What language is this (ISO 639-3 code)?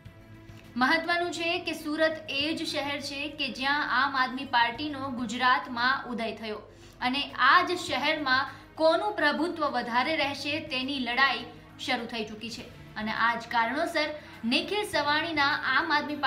guj